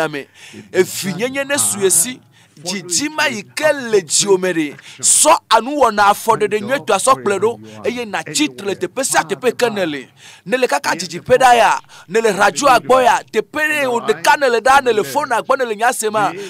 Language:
Ewe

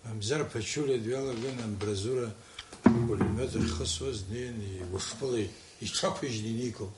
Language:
Abkhazian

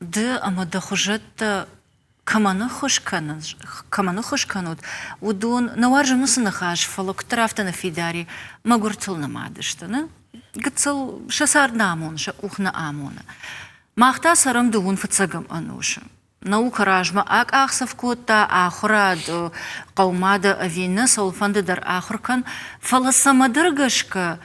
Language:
Ossetic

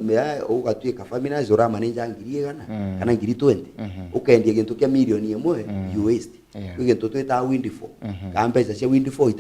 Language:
Meru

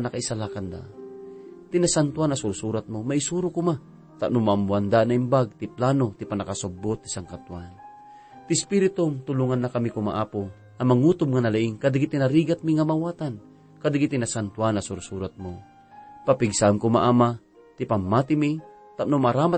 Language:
Iloko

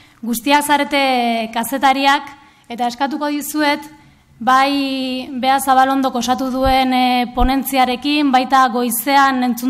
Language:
Basque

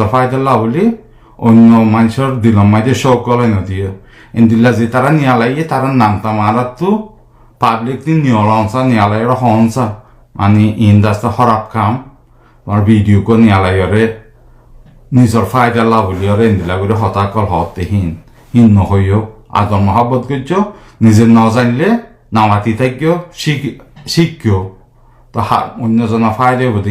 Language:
Rohingya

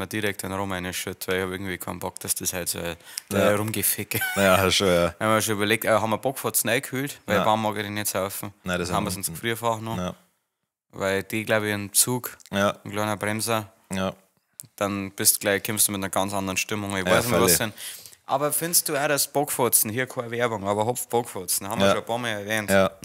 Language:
Bavarian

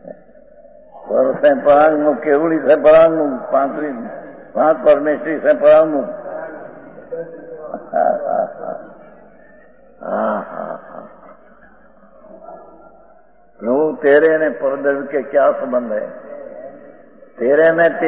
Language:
Hindi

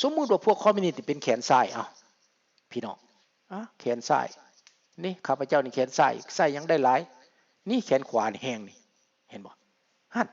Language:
Lao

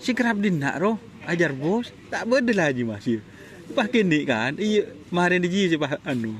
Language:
Madurese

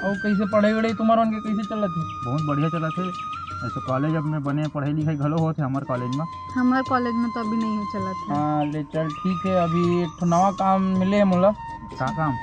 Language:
Chhattisgarhi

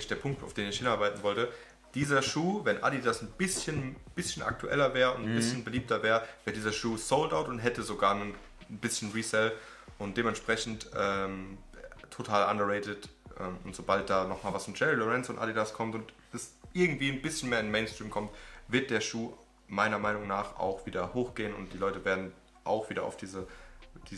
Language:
German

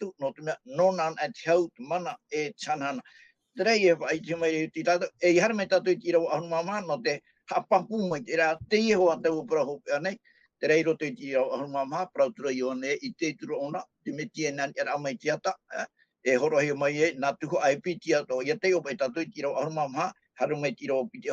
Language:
Tahitian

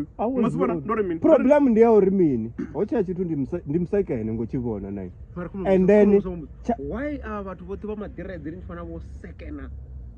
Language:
Venda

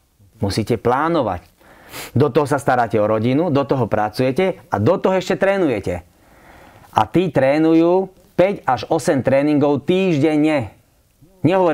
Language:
Slovak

